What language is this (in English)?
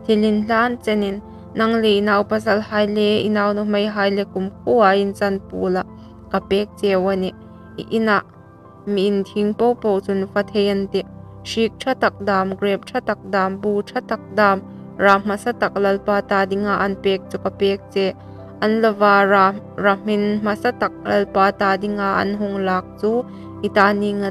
Hmar